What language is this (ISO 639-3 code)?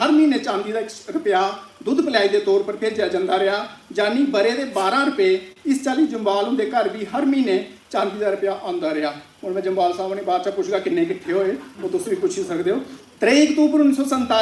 doi